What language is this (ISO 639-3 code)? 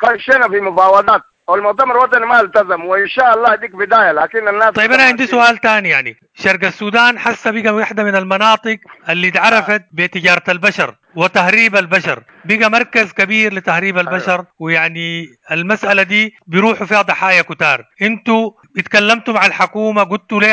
apd